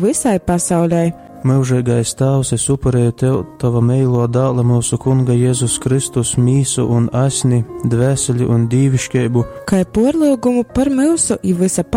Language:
Latgalian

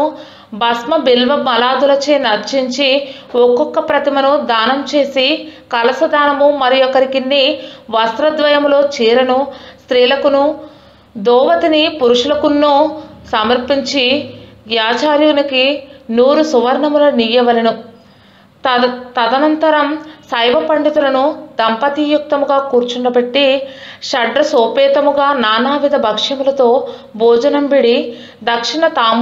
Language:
Telugu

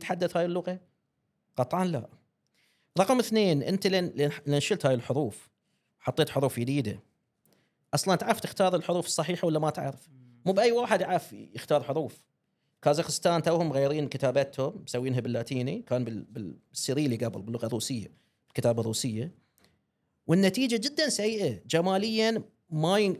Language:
Gulf Arabic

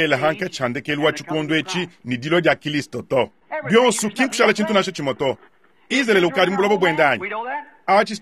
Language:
Luba-Lulua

